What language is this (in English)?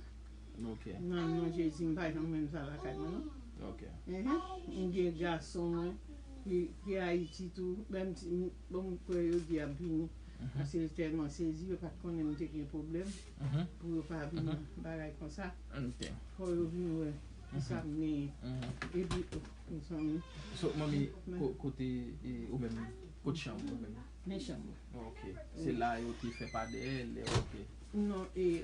Haitian Creole